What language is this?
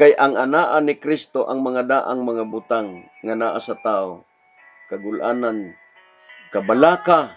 Cebuano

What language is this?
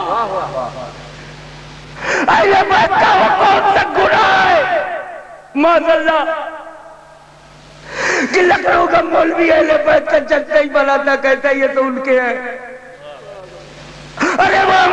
Urdu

